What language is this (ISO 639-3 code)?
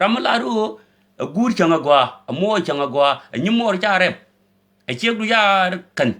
nus